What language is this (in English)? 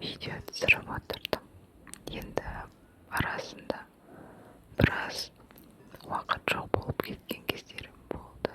Kazakh